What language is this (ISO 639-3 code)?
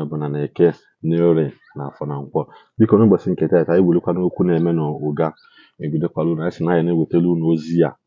ibo